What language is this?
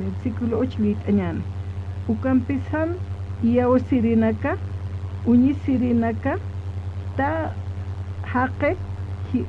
Aymara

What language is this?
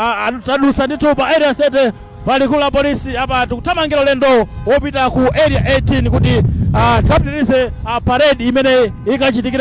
Nyanja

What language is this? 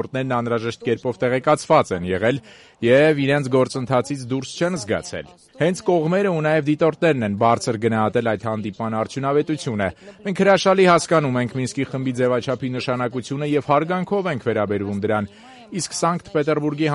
Armenian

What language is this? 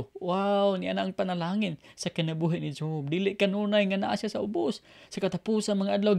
Cebuano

